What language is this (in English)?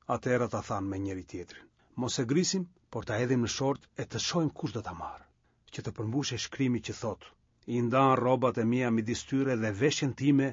Albanian